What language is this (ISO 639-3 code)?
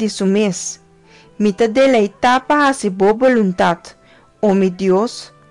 pap